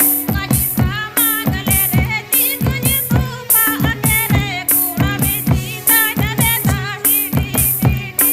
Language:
Santali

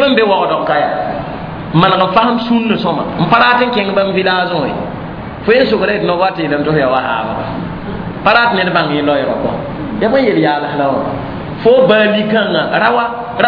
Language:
Mossi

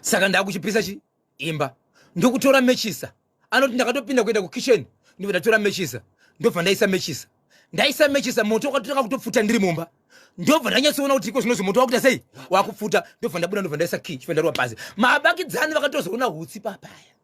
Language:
Shona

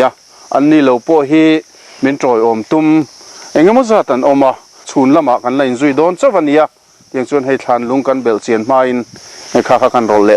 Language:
Mizo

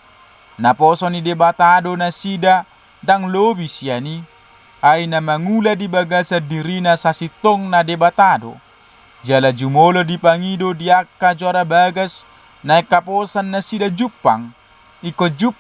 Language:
Batak Toba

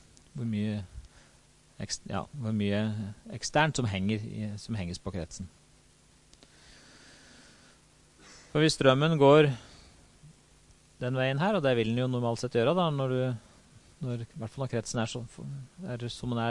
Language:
Norwegian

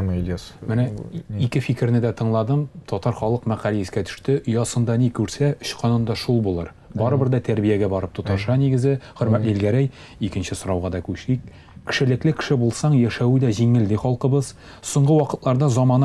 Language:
Tatar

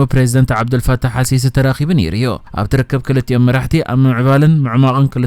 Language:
Tigrinya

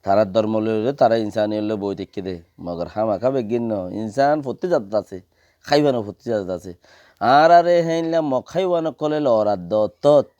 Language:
Rohingya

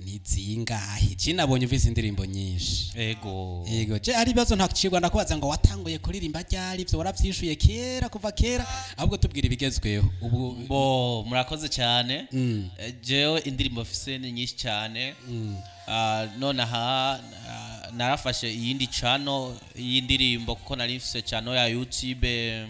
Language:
Rundi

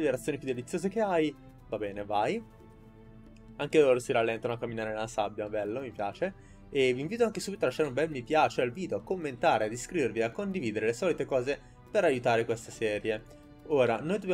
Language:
Italian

